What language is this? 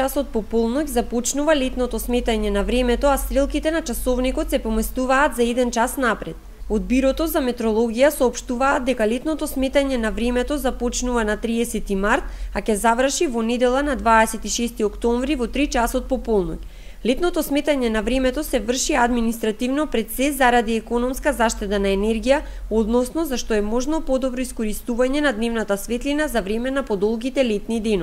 Macedonian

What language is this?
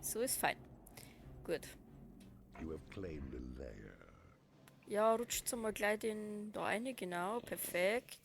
Bavarian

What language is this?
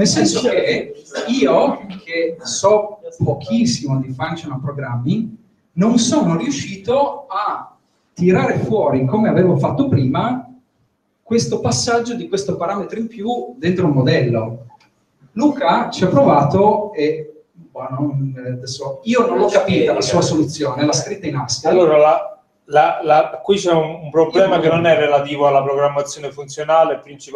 Italian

